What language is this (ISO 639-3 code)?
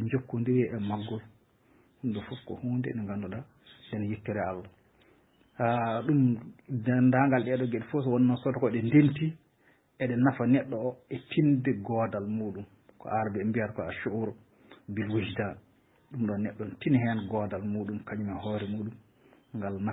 ful